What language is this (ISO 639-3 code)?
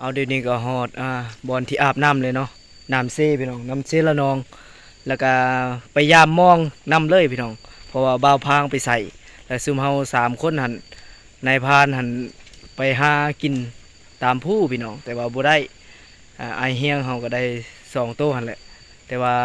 lao